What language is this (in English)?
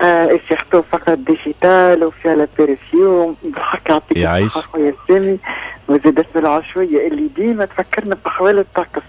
Tunisian Arabic